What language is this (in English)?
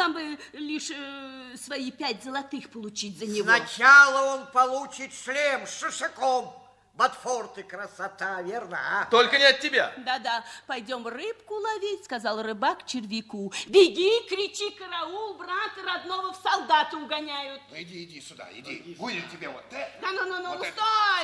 Russian